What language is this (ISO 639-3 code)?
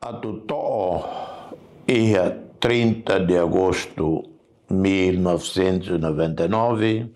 tet